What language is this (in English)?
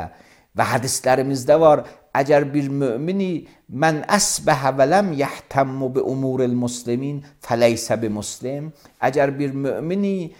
Azerbaijani